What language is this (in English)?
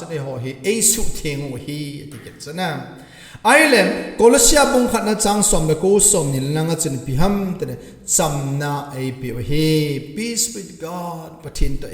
Thado Chin